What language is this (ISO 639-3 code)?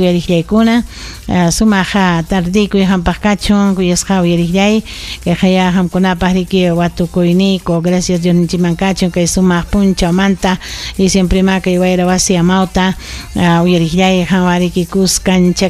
quy